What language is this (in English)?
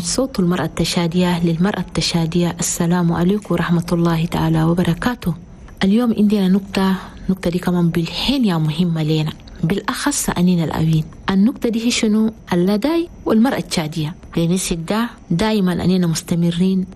Chadian Arabic